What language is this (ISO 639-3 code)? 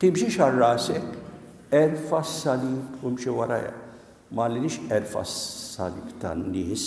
mlt